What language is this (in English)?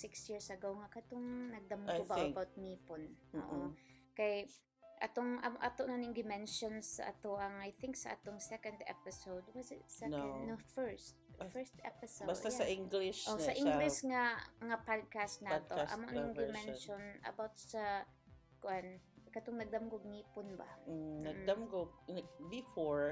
Cebuano